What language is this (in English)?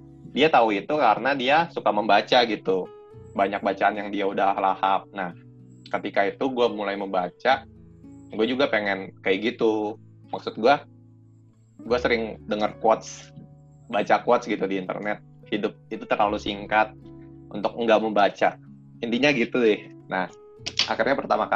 Indonesian